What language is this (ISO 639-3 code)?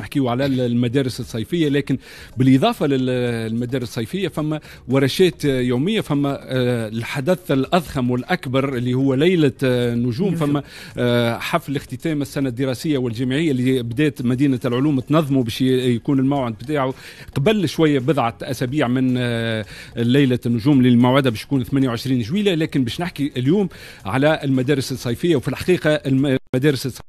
aeb